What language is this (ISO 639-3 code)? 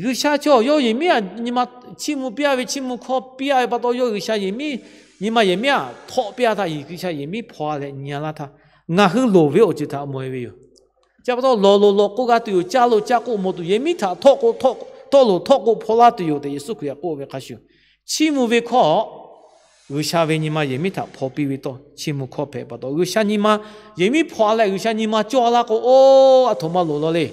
lhu